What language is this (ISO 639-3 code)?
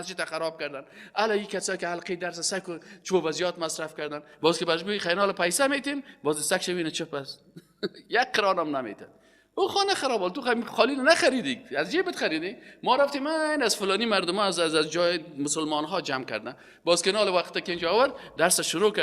fas